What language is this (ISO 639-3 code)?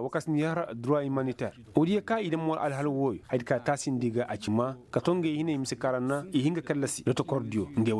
ses